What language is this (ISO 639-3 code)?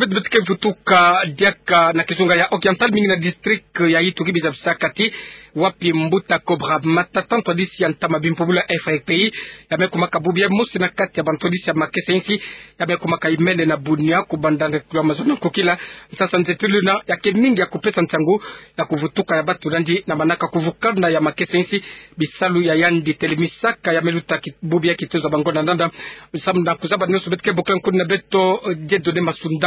ktu